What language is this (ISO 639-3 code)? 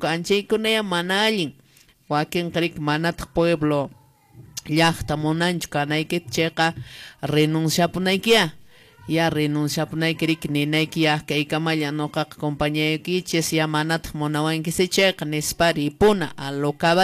que